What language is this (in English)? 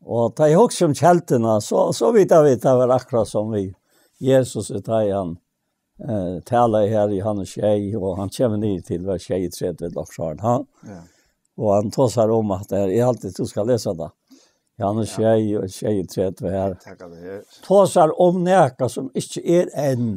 Faroese